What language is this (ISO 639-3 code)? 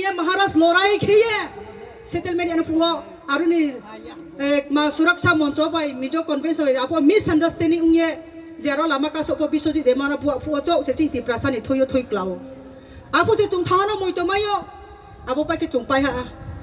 ria